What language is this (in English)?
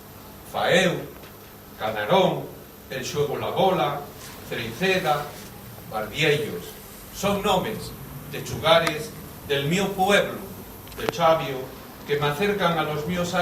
Asturian